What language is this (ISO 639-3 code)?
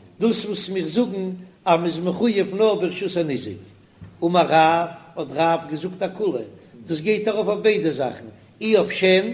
yid